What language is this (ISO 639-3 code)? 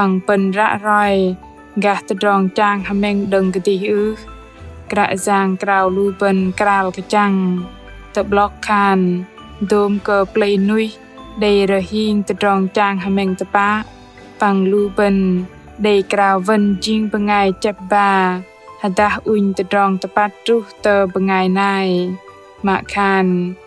bdq